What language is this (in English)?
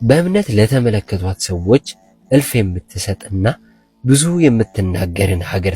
Amharic